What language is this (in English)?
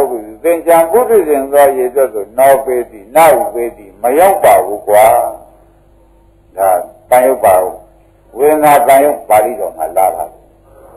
Burmese